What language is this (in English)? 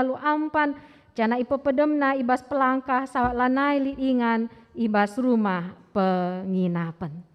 Batak Karo